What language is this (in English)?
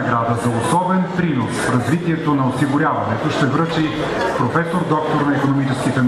Bulgarian